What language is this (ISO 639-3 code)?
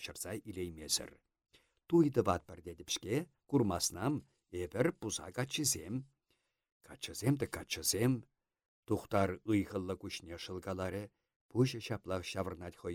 chv